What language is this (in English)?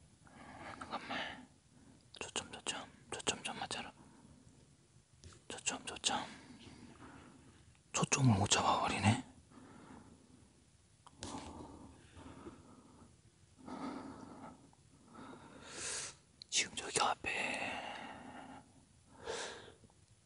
Korean